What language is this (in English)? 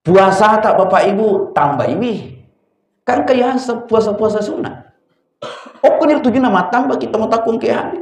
Buginese